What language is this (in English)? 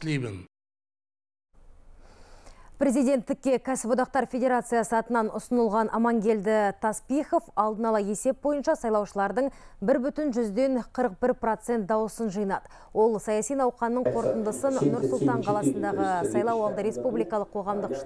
Kazakh